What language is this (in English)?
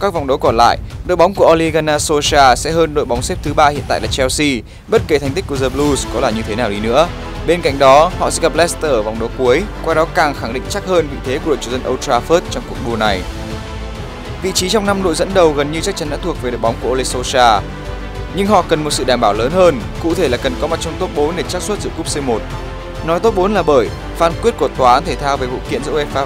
Vietnamese